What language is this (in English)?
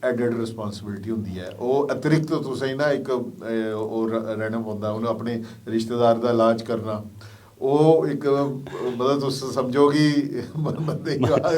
Dogri